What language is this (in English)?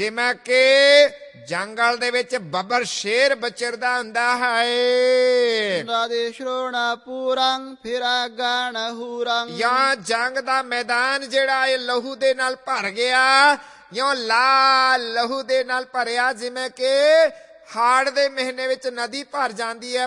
Punjabi